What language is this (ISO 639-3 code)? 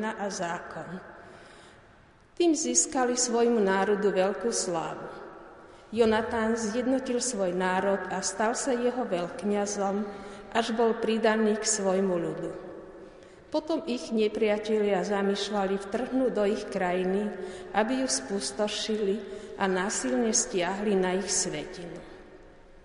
slk